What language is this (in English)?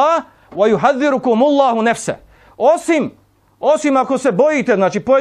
Bosnian